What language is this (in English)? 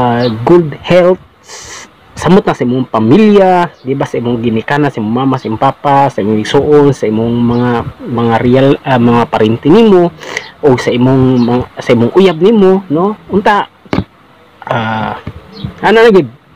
Cebuano